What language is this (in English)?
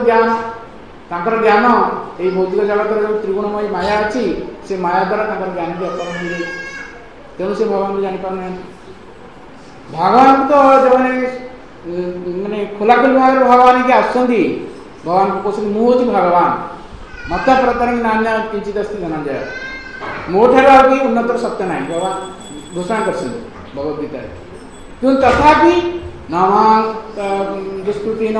Odia